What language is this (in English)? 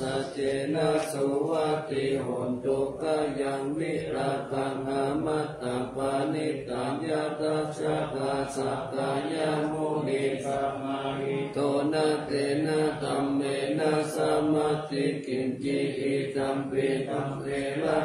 Pali